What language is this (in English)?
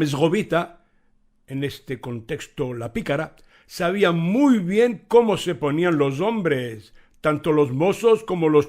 Ladino